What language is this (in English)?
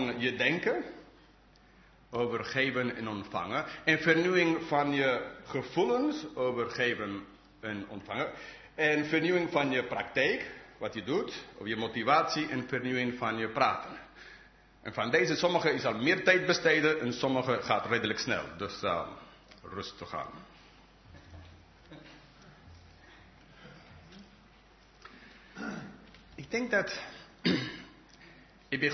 Dutch